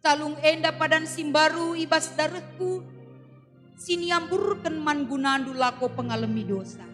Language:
Batak Karo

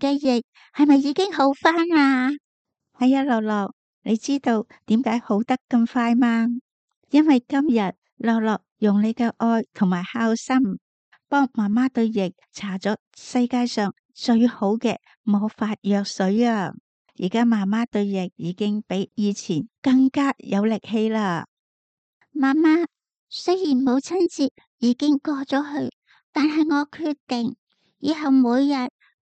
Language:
Cantonese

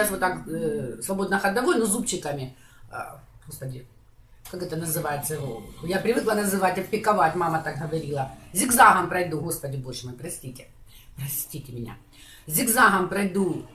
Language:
Russian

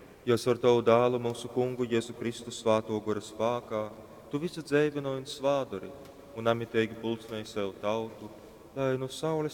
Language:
Latgalian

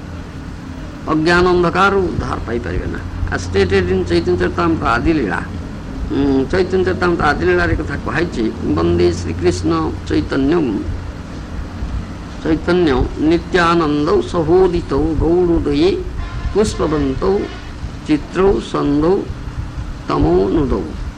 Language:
Odia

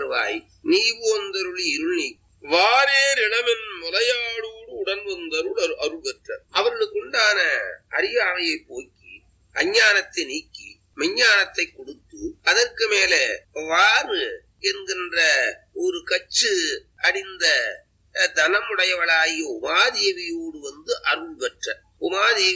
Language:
Tamil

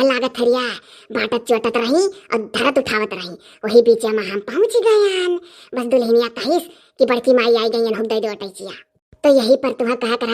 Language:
Awadhi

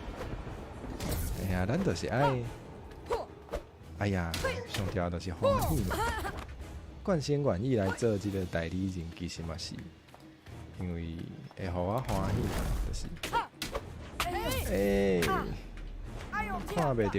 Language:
Min Nan Chinese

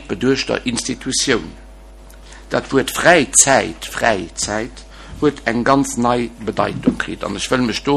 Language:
Luxembourgish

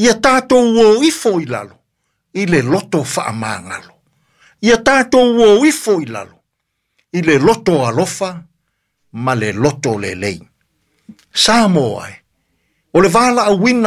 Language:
Samoan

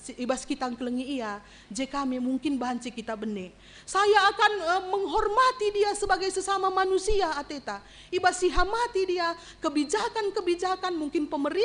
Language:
Batak Karo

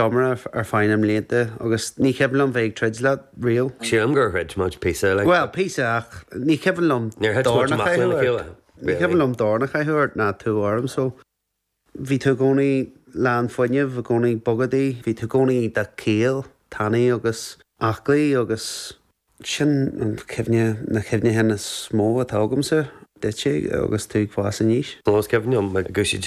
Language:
Irish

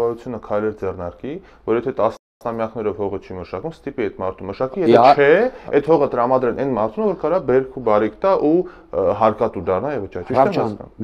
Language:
Armenian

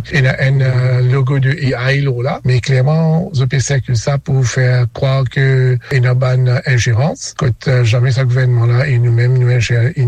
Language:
Morisyen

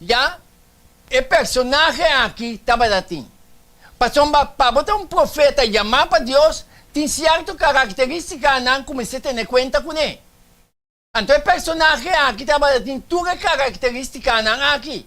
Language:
Papiamento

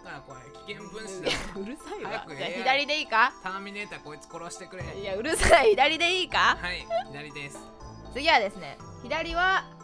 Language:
Japanese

